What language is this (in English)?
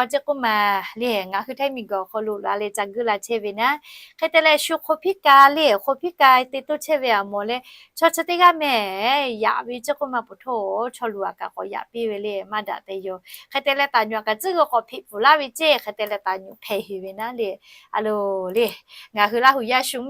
Lahu